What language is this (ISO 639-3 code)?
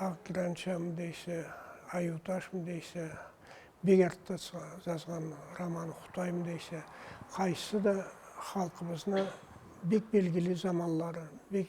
krc